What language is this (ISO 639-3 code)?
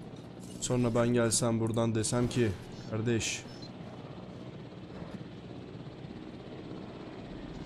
tur